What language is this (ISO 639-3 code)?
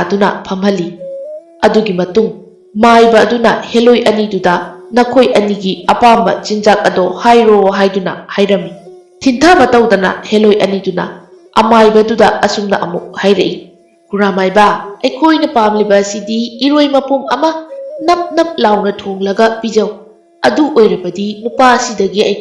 mni